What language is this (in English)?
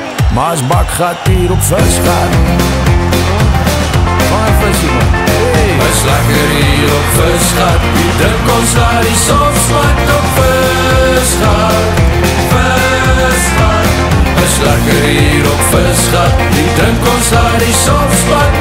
Afrikaans